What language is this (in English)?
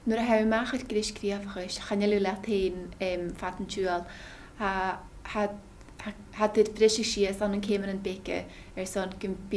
Scottish Gaelic